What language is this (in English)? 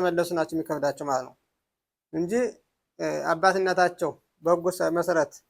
Amharic